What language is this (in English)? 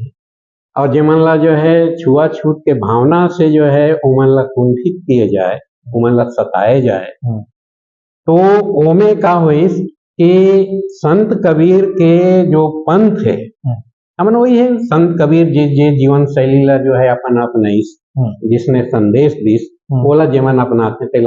Chhattisgarhi